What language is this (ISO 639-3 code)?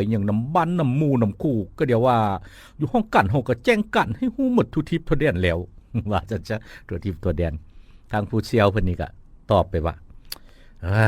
lao